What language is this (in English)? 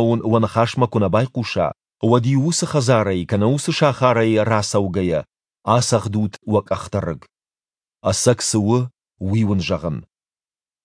Ossetic